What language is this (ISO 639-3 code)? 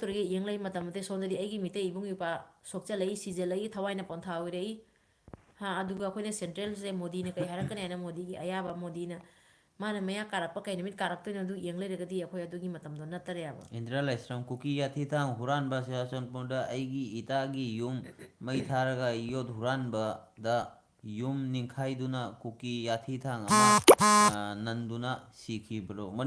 mni